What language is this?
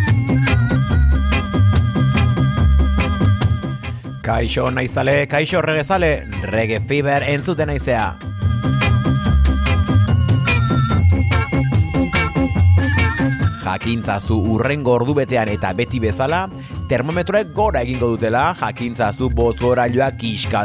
Basque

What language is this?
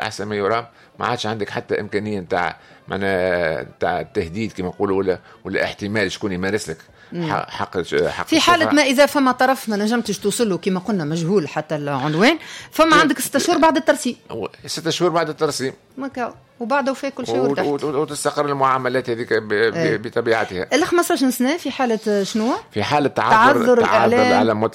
Tunisian Arabic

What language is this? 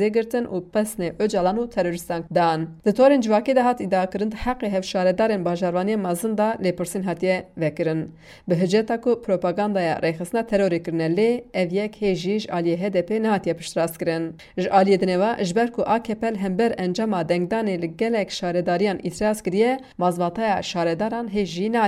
Kurdish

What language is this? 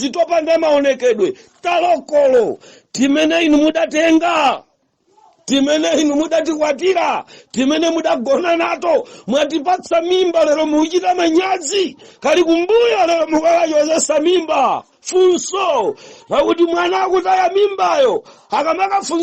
Nyanja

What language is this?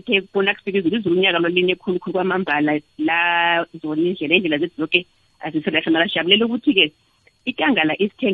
South Ndebele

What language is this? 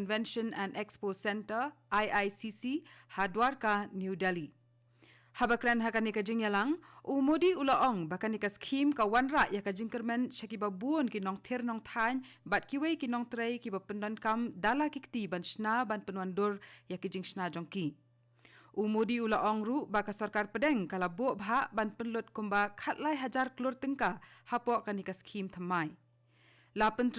Khasi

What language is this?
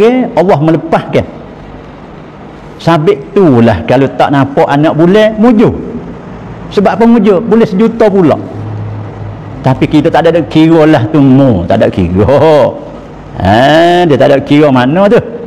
Malay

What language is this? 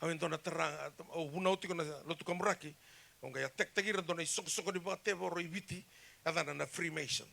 Fijian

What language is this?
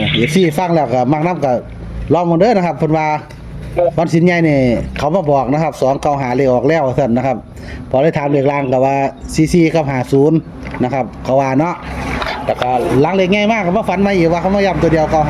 Northeastern Thai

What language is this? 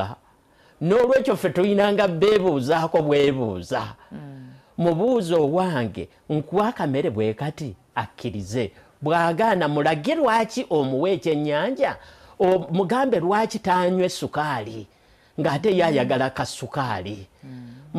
Ganda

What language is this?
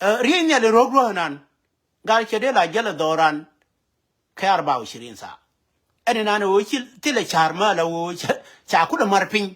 Nuer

